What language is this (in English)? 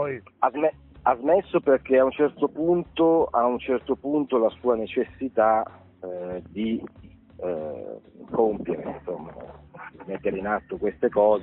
Italian